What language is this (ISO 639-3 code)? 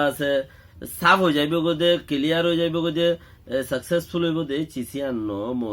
rhg